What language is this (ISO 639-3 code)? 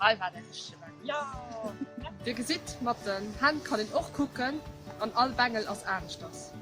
ltz